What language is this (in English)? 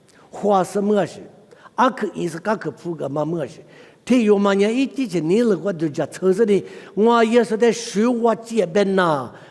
Lisu